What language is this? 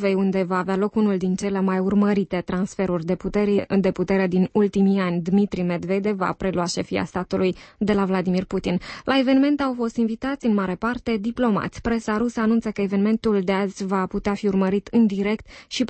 Romanian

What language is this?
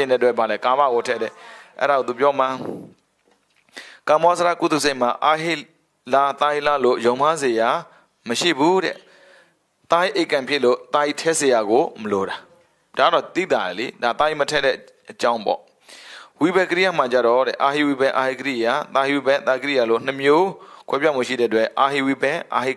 Burmese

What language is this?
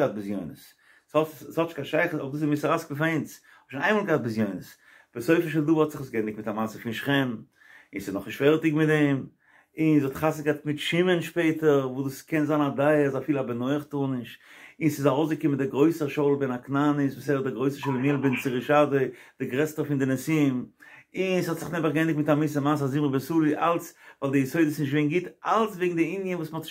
Yiddish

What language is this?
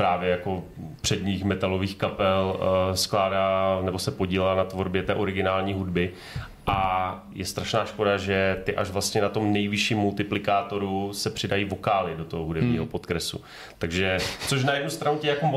Czech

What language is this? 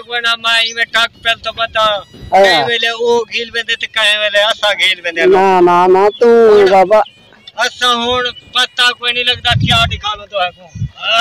Saraiki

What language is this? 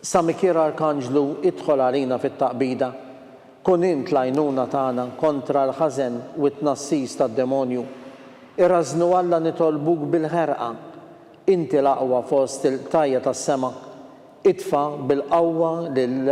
Maltese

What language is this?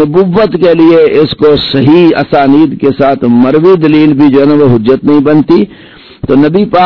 Urdu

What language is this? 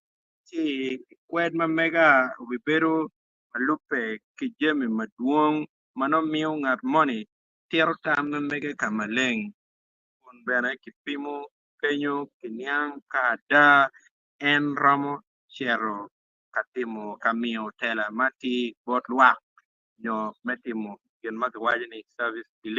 Acoli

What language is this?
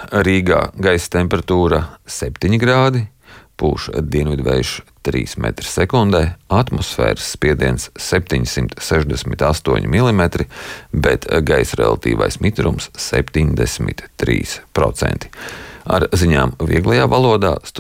Latvian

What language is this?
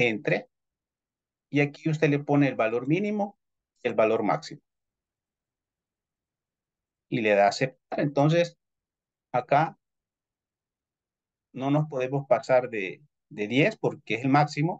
Spanish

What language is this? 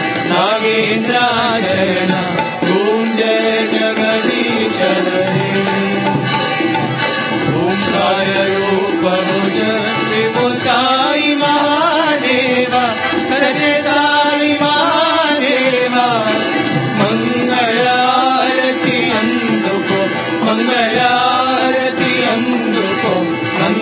Telugu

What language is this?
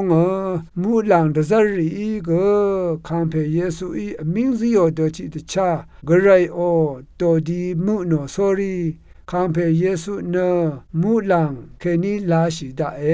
Rawang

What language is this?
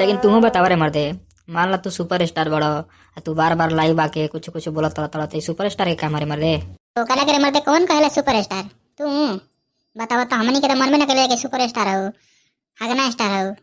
Bhojpuri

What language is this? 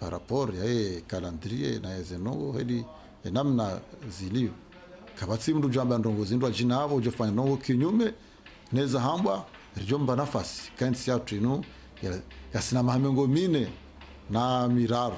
Ngazidja Comorian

